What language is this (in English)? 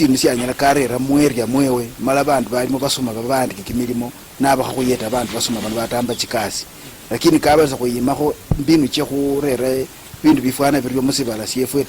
Luyia